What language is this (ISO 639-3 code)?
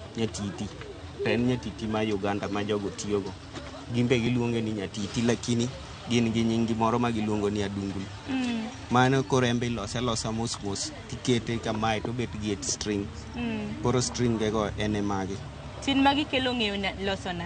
luo